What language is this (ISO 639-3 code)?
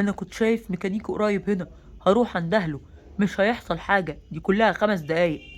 arz